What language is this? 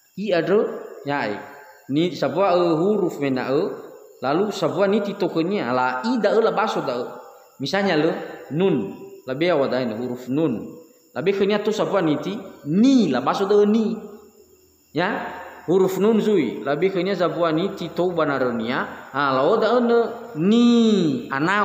Nias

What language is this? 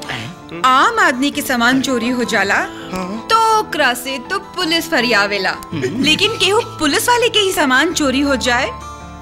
Bhojpuri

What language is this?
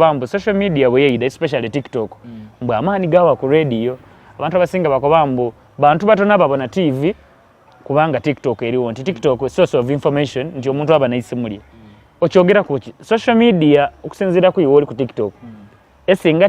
Soga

